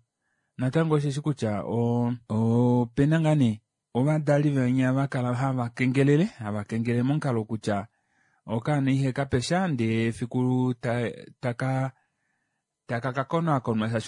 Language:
Kuanyama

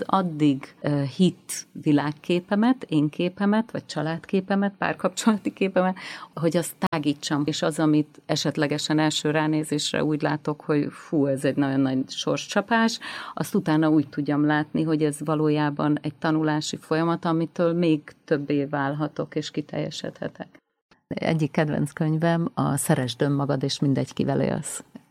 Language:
Hungarian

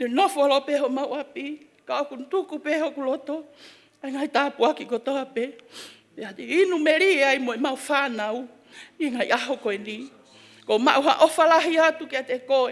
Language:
Tongan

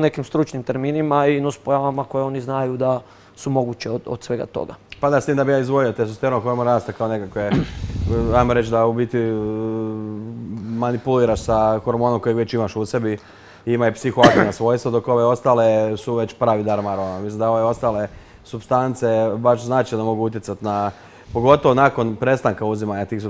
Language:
Croatian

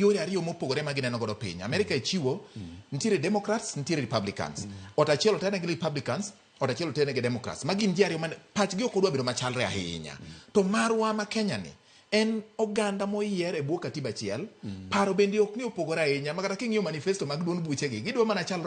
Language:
Luo (Kenya and Tanzania)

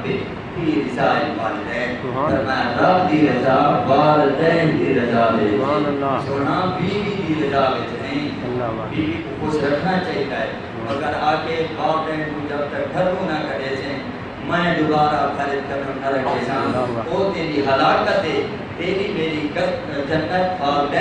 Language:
Saraiki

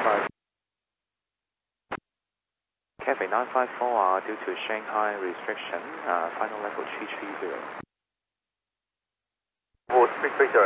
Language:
English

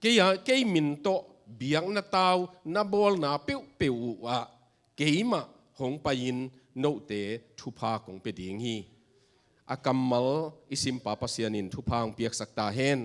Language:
Tedim Chin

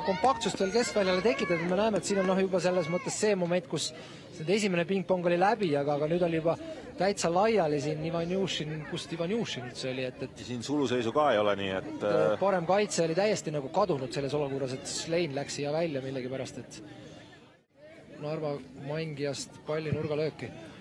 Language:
Estonian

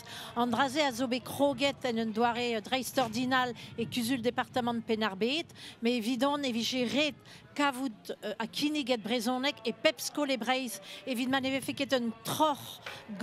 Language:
Breton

